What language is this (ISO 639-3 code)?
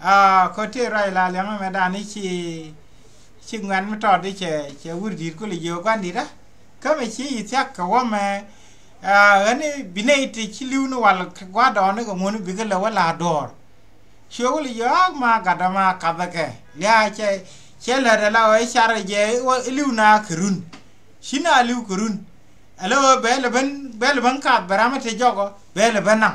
nus